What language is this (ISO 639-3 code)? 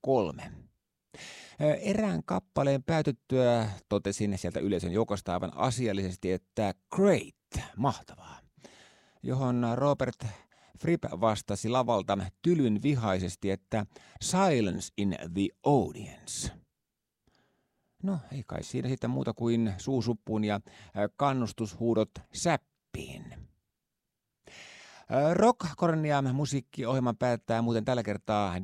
fin